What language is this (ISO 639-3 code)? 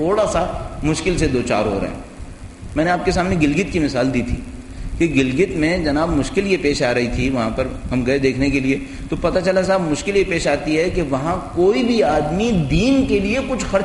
urd